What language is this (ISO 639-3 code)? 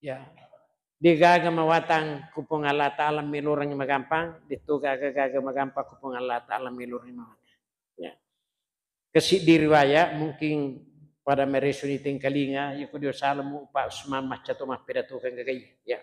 bug